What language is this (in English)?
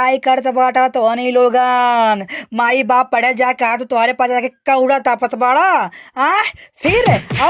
Bhojpuri